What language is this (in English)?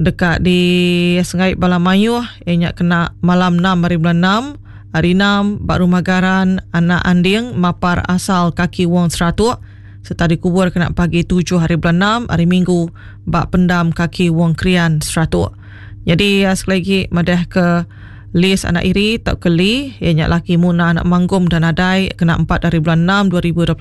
Iban